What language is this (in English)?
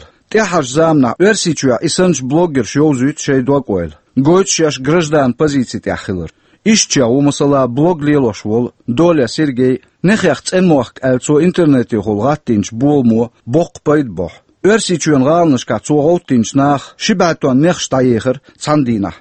Chechen